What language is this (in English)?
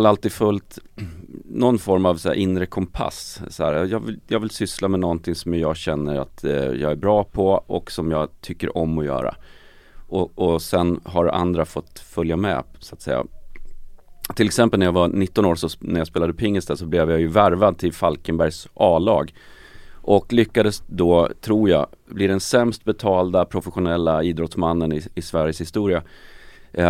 Swedish